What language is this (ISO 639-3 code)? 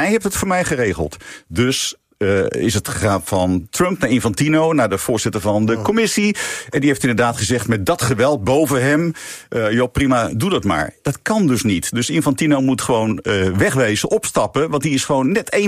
nld